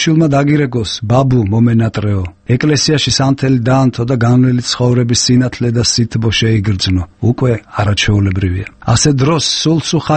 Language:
Georgian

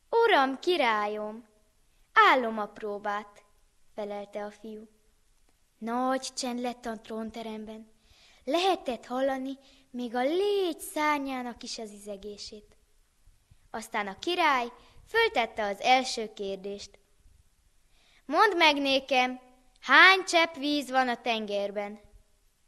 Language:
Hungarian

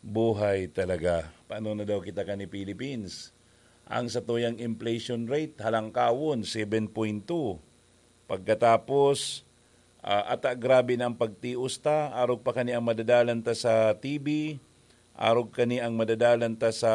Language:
Bikol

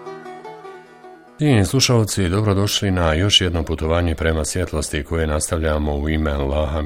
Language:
Bosnian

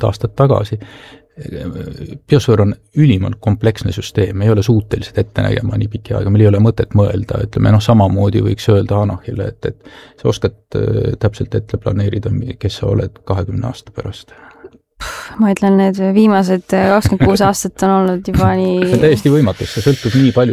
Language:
Estonian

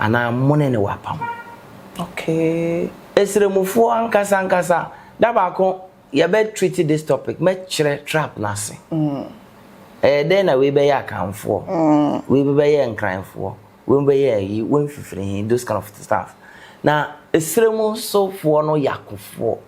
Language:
Akan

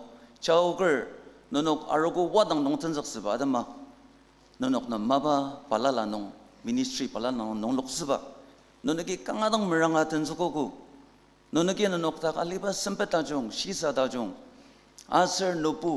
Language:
Ao Naga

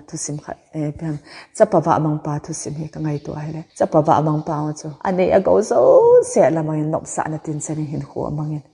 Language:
Thado Chin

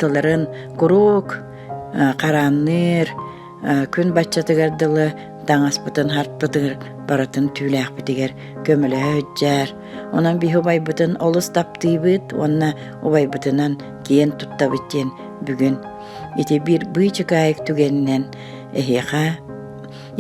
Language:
Yakut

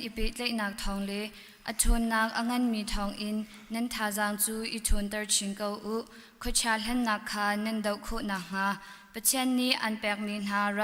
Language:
Hakha Chin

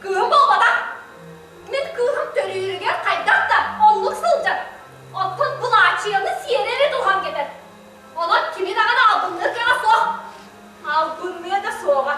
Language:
Yakut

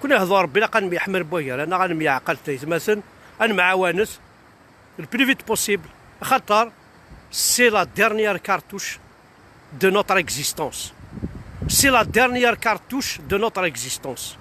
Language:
Kabyle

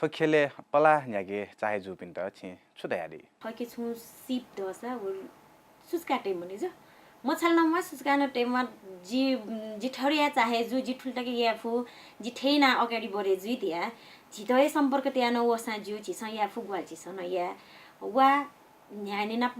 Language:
Newari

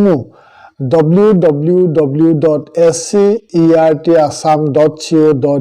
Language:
Assamese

